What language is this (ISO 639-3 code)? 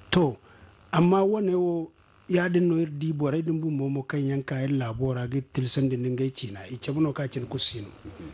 dje